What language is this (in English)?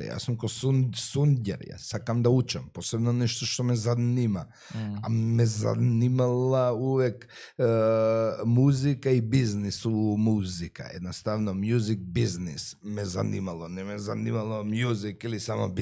Macedonian